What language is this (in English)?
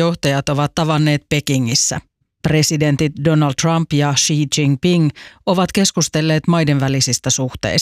Finnish